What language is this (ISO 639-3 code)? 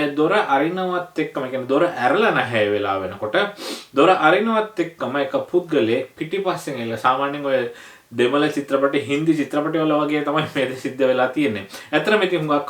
sin